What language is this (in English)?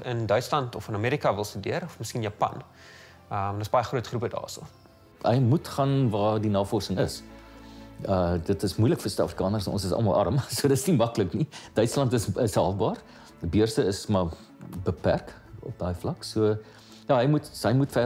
Afrikaans